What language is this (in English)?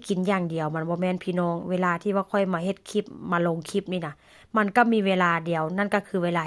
Northeastern Thai